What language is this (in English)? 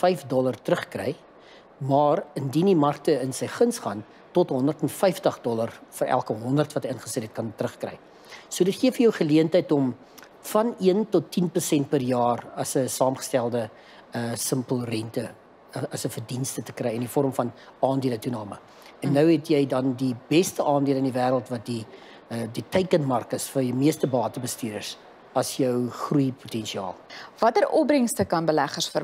Afrikaans